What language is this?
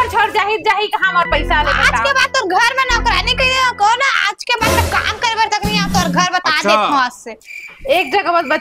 Chhattisgarhi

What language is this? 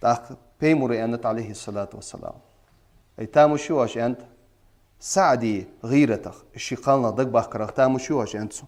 Ingush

